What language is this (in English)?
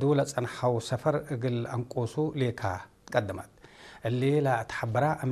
Tigre